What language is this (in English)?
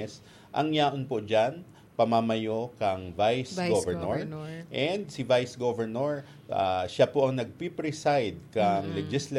Bikol